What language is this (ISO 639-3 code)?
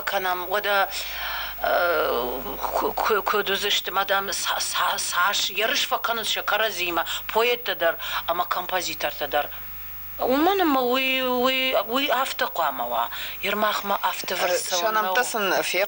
oss